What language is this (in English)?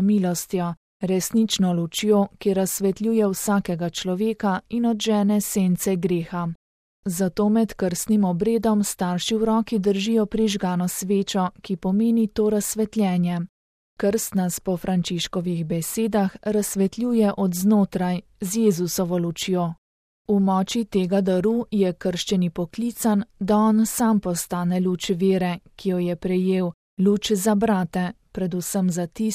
Slovenian